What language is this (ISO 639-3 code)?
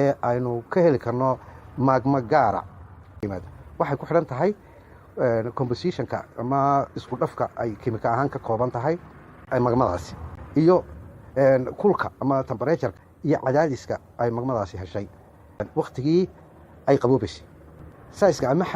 som